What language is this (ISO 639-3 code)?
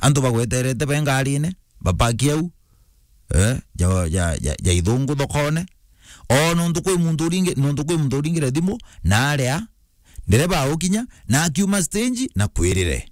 mer